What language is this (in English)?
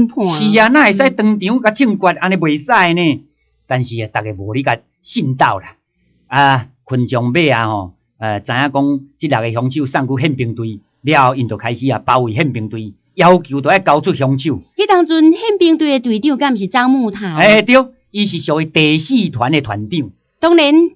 Min Nan Chinese